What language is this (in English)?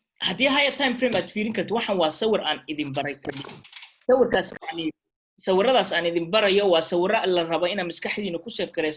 Somali